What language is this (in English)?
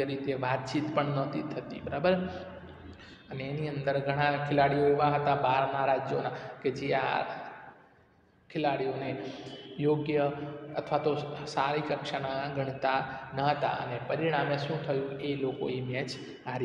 Gujarati